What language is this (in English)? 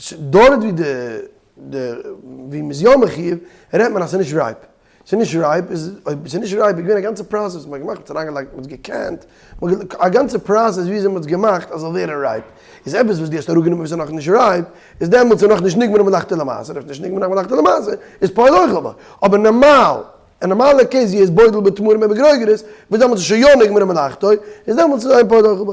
Yiddish